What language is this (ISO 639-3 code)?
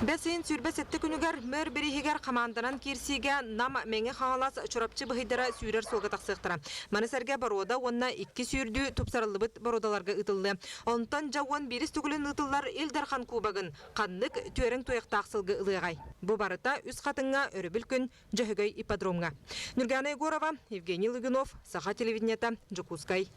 sah